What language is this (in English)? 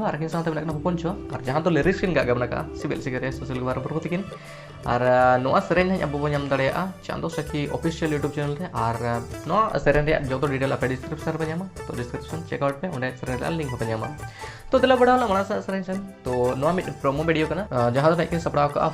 Santali